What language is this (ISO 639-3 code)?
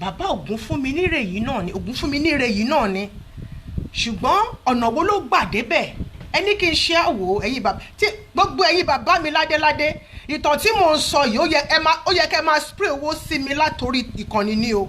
yor